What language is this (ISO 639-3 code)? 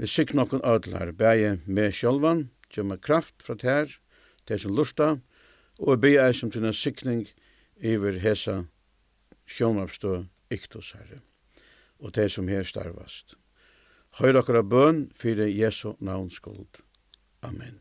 fao